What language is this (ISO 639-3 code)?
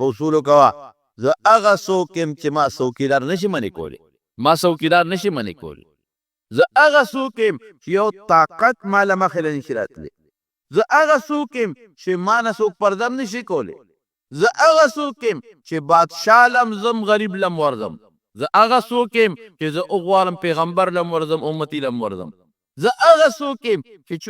pus